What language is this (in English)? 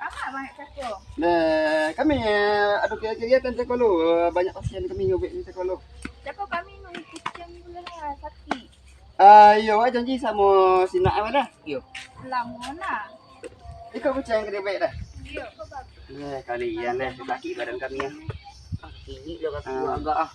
Minangkabau